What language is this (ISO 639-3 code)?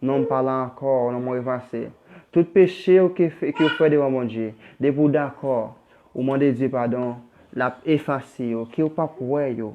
hat